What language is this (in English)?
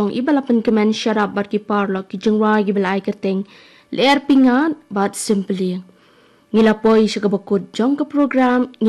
Khasi